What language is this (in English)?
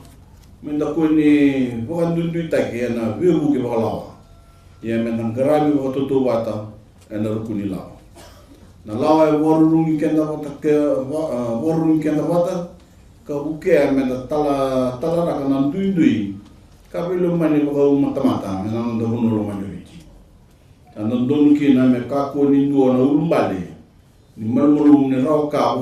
Fijian